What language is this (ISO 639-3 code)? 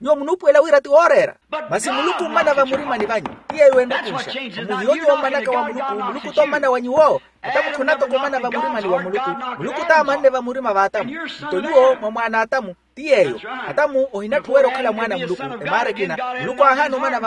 vmw